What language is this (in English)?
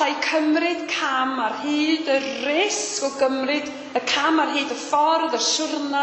Welsh